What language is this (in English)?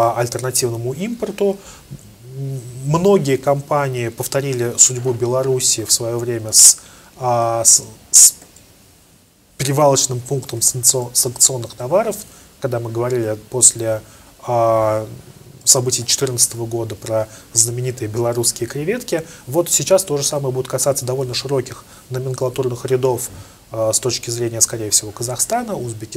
Russian